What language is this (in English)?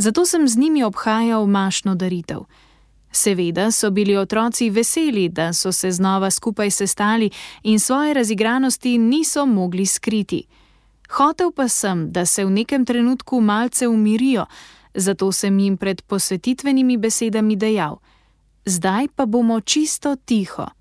Slovenian